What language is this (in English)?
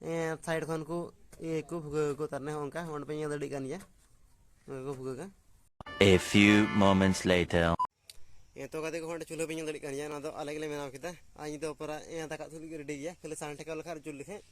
Santali